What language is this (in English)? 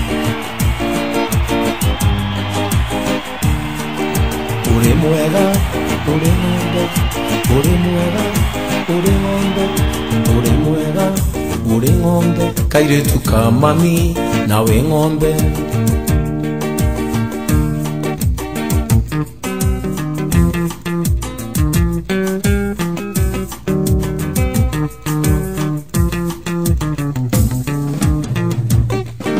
Kikuyu